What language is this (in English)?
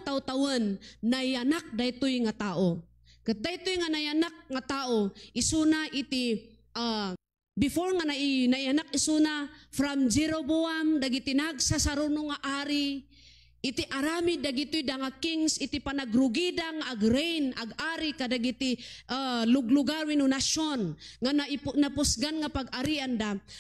Iloko